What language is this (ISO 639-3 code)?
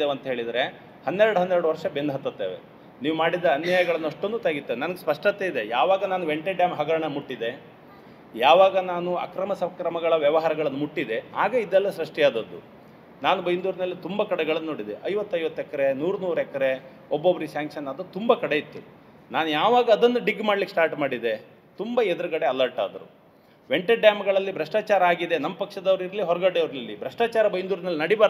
kan